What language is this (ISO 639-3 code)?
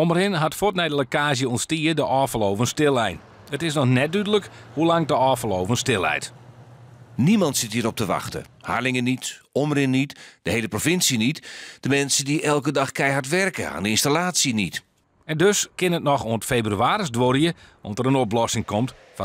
fry